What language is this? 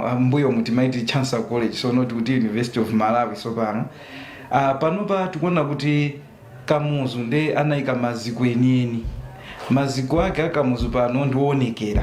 Nyanja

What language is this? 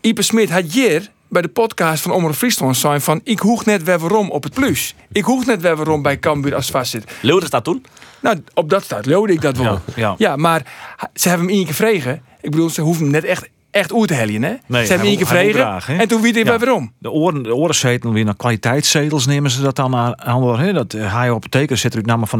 Western Frisian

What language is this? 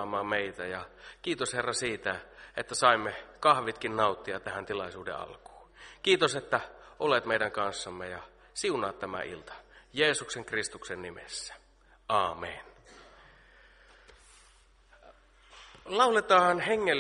Finnish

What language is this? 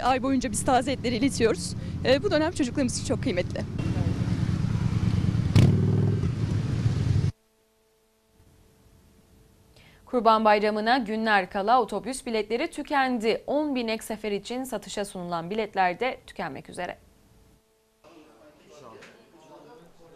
Turkish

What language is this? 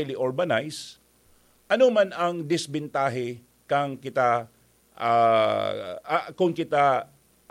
Bikol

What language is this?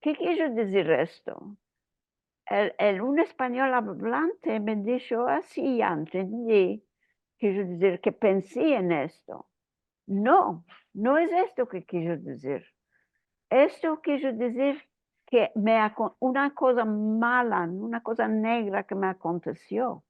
Ladino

